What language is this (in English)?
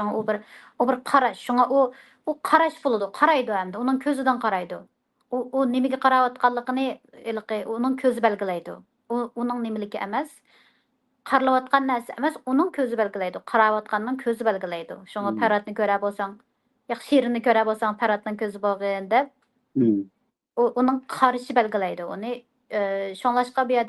Uyghur